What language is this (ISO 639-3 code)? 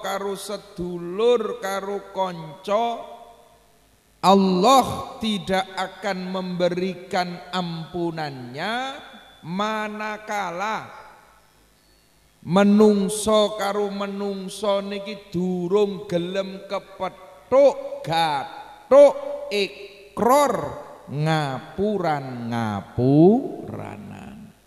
jav